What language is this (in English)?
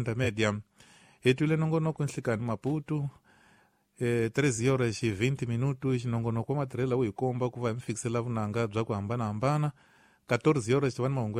Tsonga